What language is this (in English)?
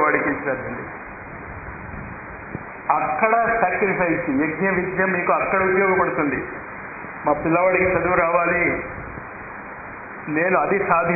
Telugu